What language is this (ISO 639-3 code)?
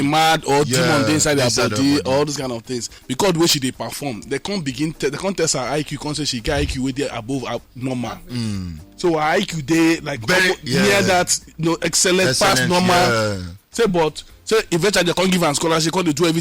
pcm